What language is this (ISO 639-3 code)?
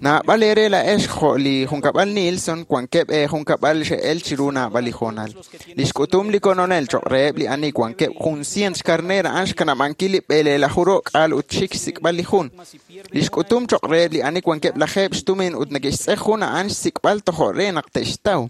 kek